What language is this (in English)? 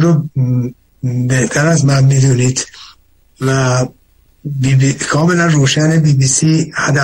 Persian